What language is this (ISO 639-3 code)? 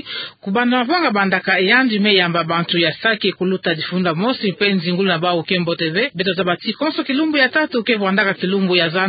ktu